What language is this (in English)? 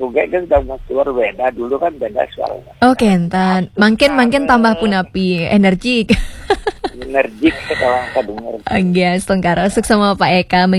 Balinese